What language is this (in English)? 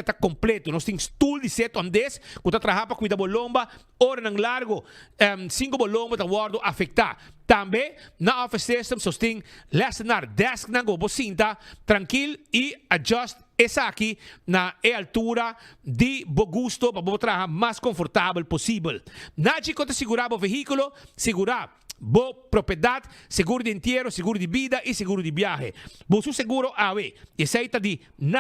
Papiamento